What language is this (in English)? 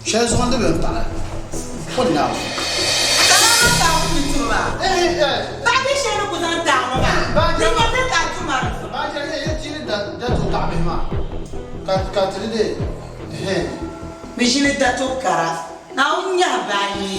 Dagbani